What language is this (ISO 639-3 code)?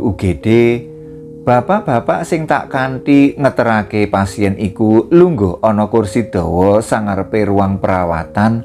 jav